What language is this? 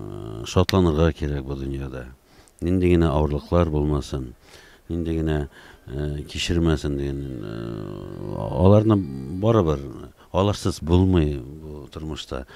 Tatar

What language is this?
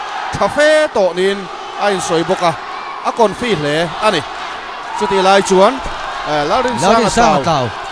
Mizo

